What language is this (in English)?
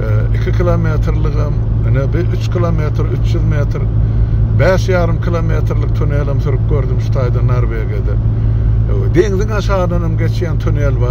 Turkmen